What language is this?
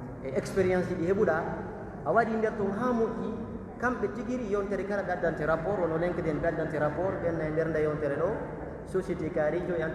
Pular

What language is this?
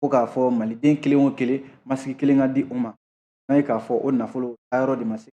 Bambara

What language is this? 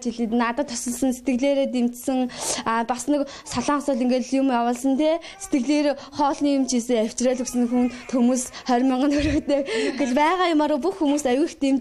Mongolian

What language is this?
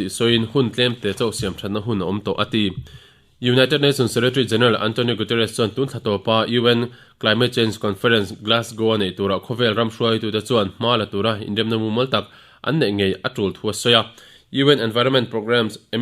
Mizo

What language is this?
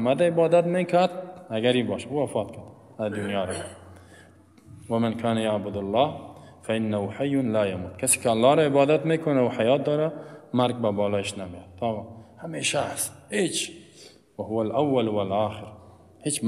Persian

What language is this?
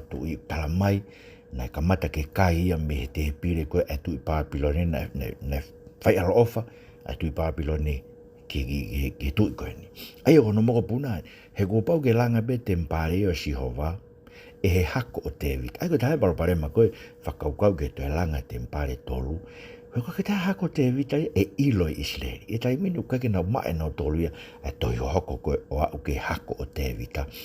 Tongan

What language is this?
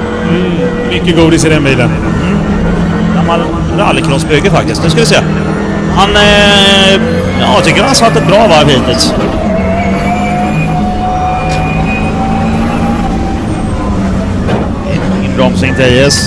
Swedish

